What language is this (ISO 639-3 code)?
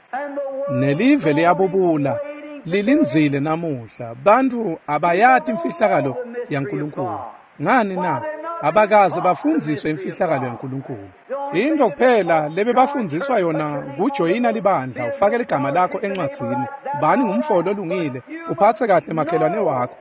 ssw